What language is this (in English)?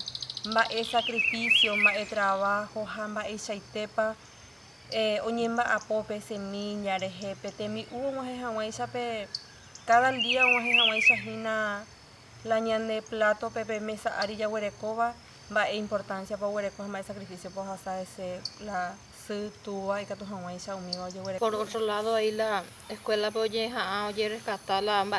Guarani